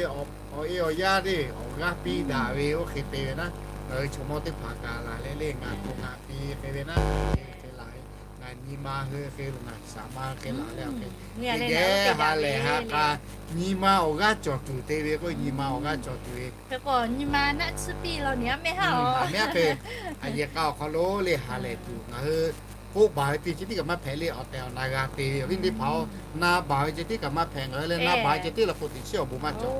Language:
Lahu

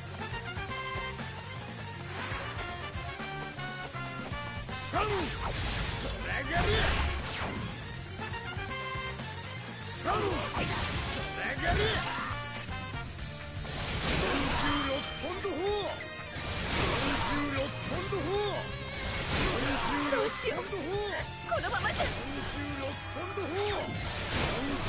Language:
Japanese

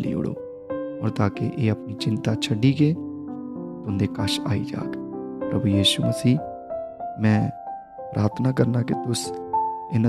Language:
Dogri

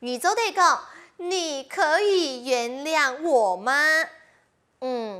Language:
Hakka Chinese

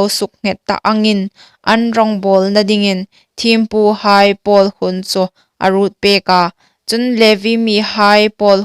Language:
Hmar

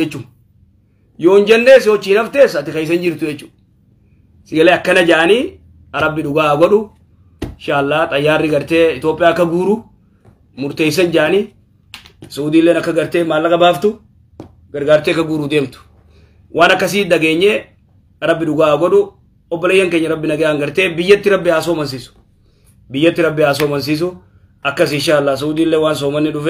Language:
Oromo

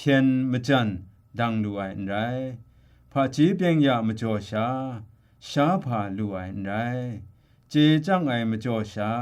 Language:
Kachin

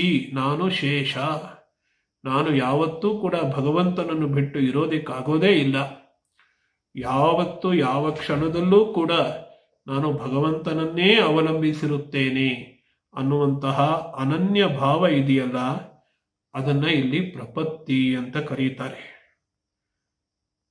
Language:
Kannada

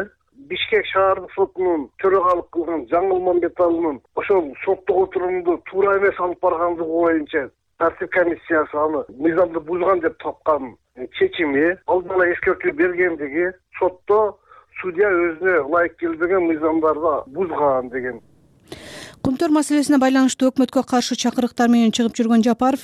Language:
Kyrgyz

